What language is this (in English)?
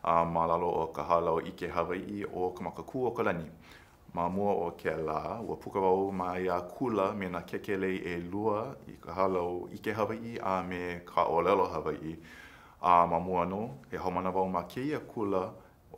Hawaiian